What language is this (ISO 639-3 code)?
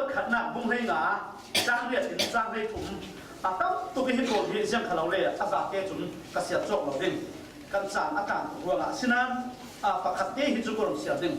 cfm